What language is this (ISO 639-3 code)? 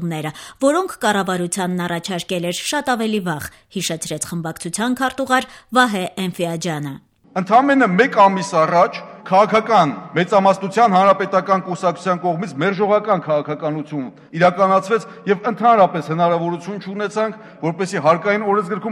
hye